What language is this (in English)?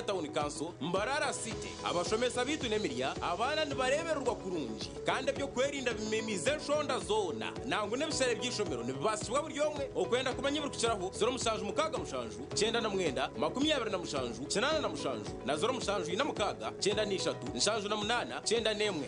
Nyankole